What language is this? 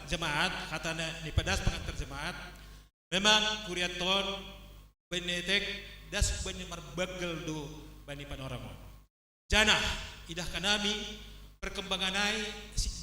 Batak Simalungun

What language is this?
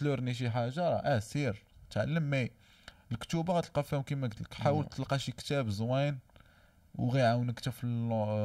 Moroccan Arabic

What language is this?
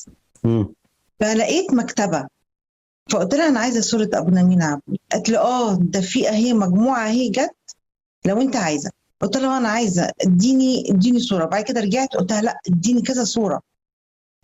Egyptian Arabic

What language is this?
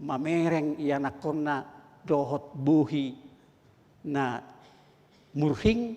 Batak Toba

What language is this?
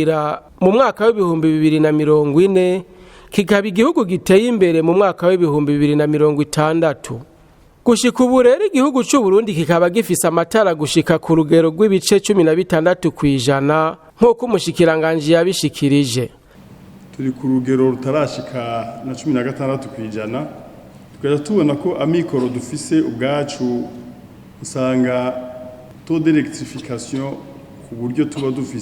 Rundi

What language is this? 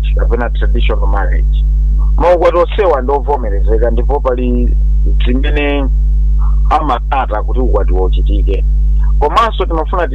Nyanja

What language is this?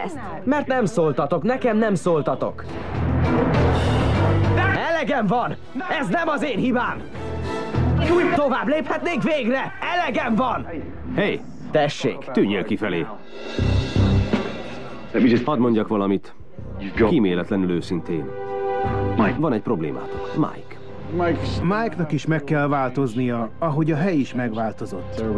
Hungarian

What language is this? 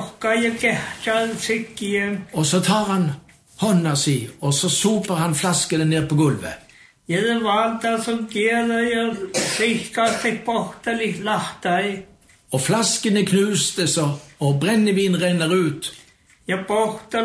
Norwegian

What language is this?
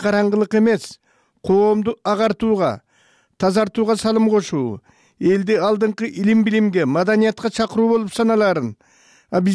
Kyrgyz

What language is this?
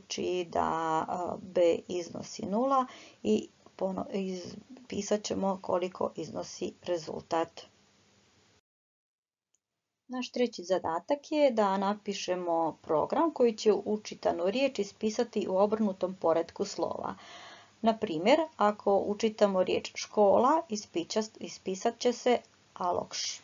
Croatian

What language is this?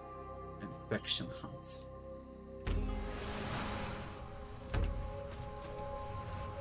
English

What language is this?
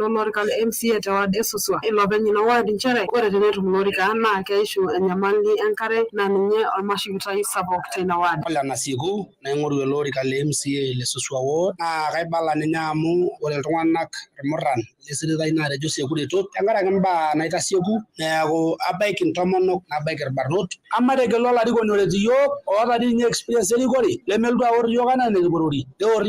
Masai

